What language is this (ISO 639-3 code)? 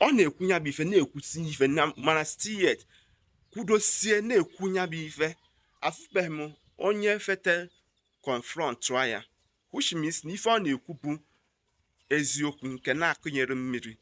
ibo